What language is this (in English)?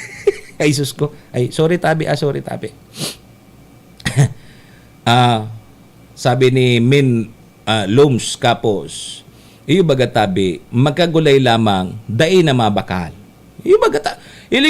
Bikol